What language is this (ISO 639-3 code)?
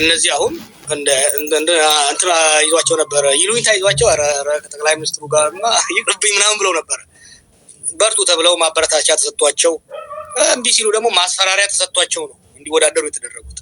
amh